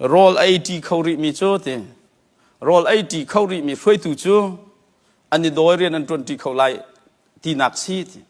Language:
Hakha Chin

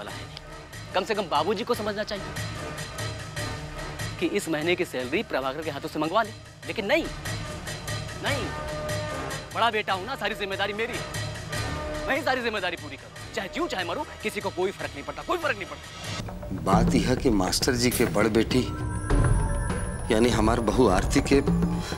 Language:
Bhojpuri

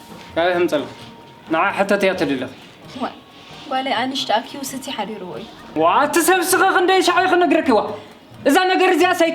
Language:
Tigrinya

